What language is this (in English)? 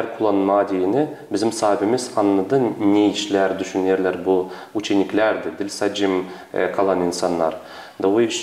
Gagauz